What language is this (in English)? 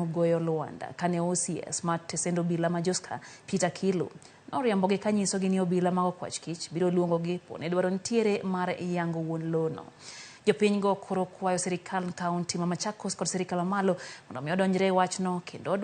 Luo (Kenya and Tanzania)